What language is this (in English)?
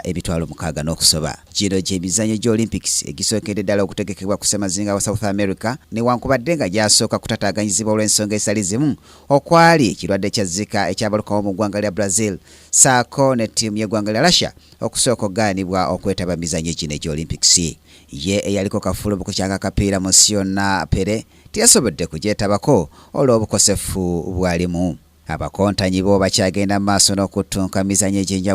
Ganda